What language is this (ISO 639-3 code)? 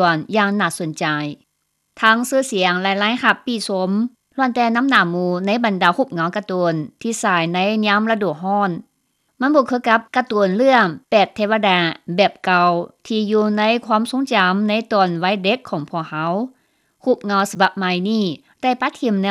lao